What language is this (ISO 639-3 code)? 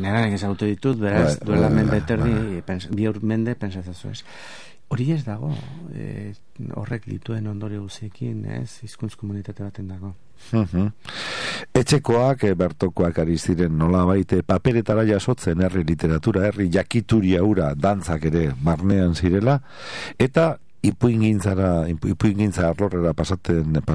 eus